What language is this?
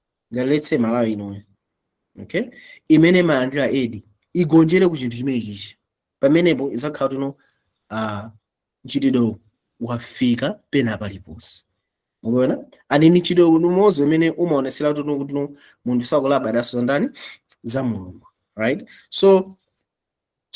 Nyanja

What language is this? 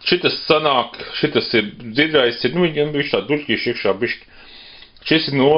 Latvian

